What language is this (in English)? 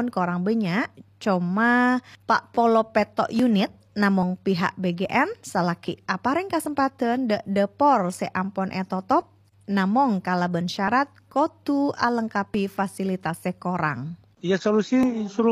Madurese